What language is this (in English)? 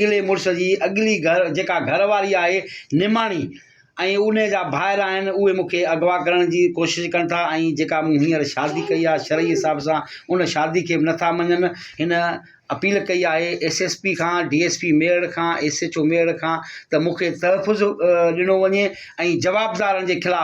Sindhi